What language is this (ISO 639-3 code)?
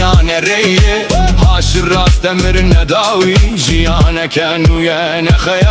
kur